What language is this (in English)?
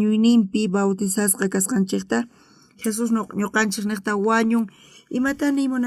South Bolivian Quechua